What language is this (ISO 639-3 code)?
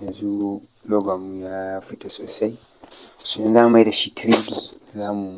hau